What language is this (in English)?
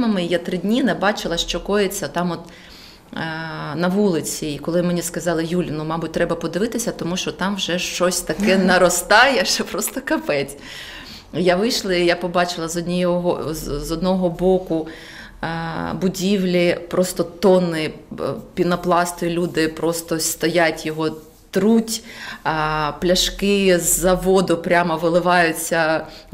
Ukrainian